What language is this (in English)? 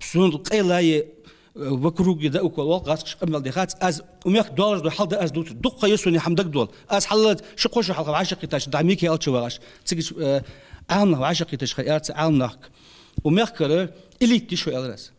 Ingush